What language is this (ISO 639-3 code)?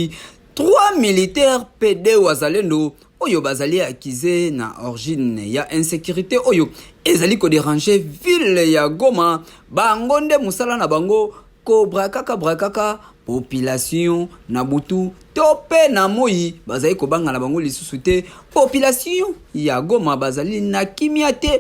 lin